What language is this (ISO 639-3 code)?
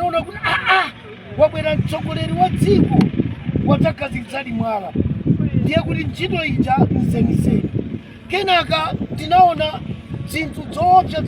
nya